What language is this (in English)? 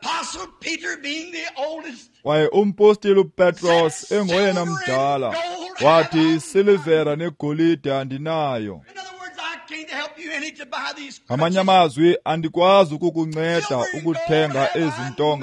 Xhosa